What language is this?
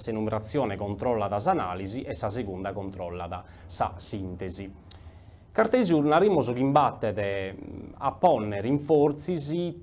Sardinian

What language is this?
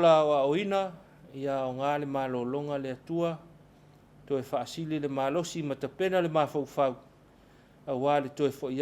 Samoan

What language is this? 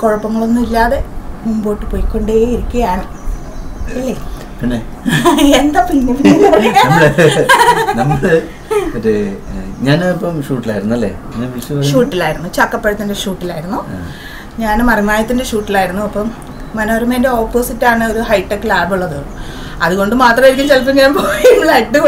Malayalam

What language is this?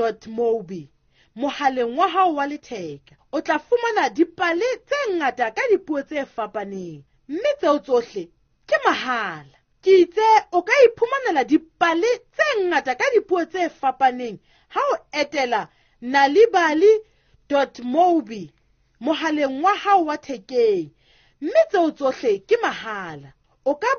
Southern Sotho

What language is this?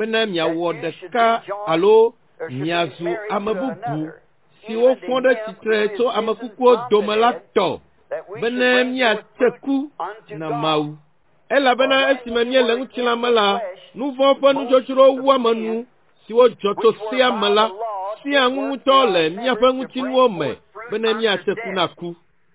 Ewe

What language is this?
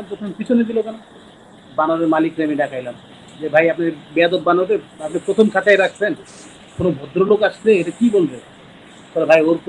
Bangla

